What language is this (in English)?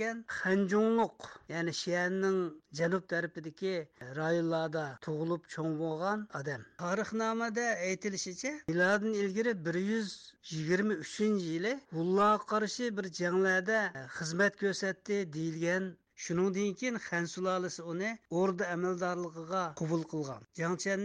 Uyghur